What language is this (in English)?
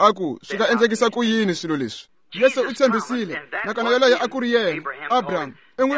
Tsonga